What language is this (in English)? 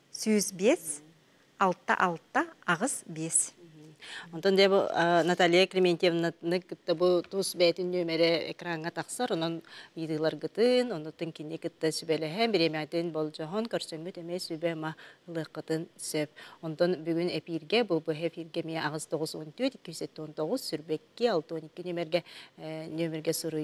Yakut